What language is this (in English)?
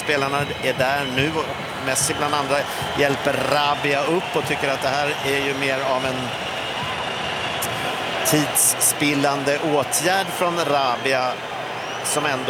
Swedish